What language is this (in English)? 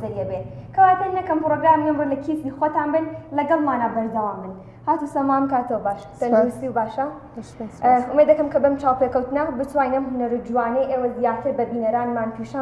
Central Kurdish